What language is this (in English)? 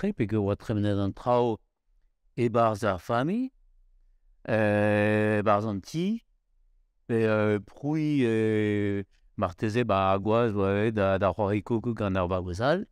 Breton